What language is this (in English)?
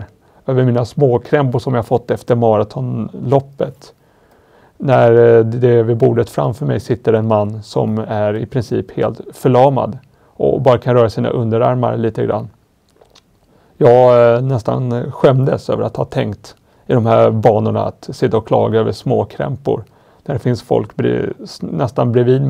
Swedish